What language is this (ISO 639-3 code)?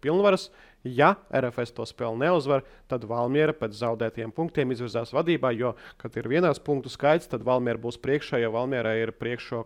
lav